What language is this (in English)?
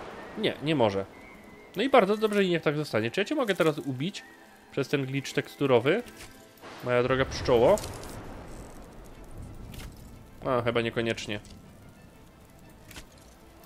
Polish